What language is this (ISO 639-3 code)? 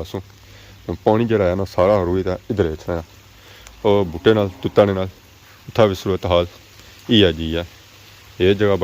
phr